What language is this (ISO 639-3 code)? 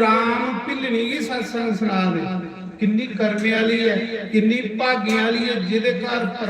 doi